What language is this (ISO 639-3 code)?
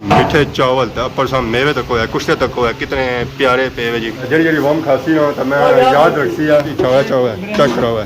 phr